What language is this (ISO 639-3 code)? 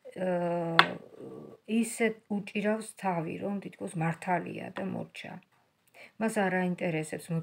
kat